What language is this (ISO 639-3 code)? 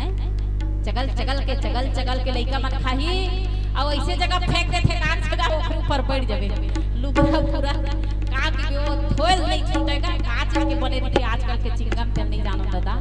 hne